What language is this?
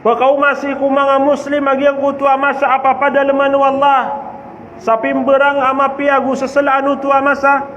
Maranao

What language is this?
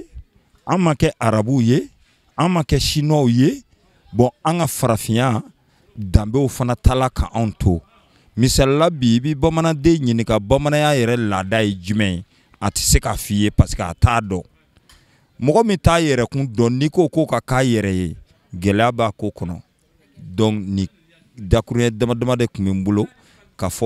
Bambara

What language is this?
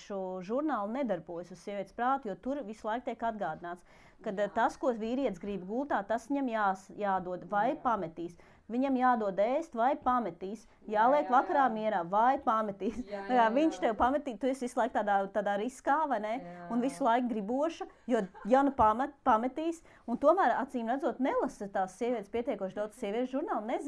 Latvian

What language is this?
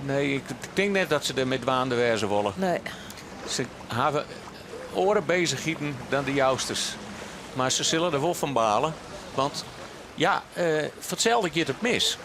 Western Frisian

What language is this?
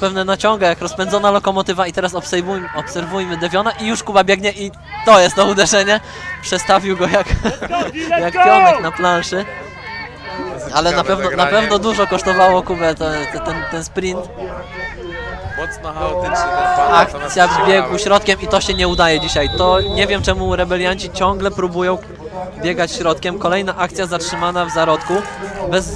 Polish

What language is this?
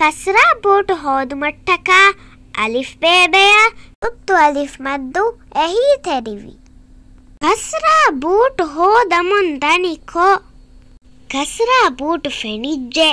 Divehi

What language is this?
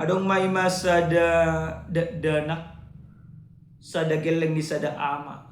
Batak Toba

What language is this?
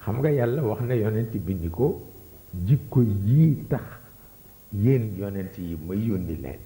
Wolof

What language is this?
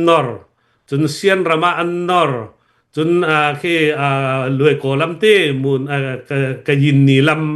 Hakha Chin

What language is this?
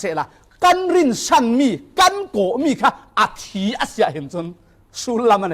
Falam Chin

